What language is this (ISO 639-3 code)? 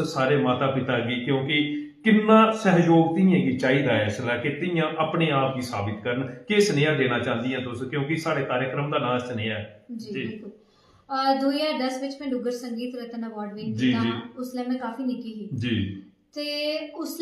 doi